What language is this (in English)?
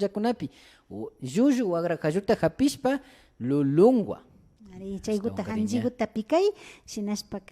Imbabura Highland Quichua